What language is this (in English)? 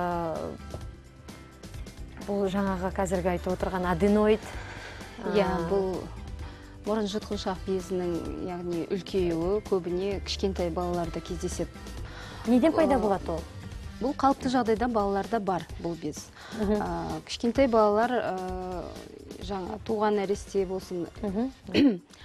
Kazakh